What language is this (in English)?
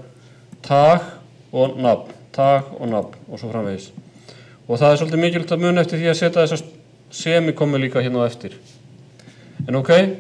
Icelandic